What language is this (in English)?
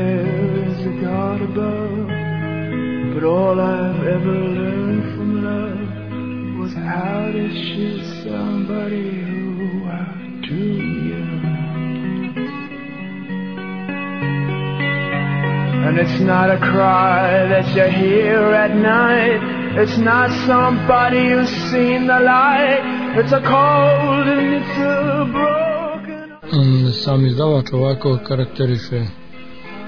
Serbian